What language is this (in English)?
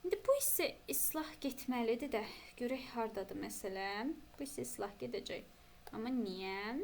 Azerbaijani